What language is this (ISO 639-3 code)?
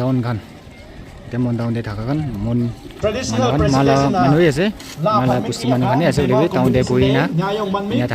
nag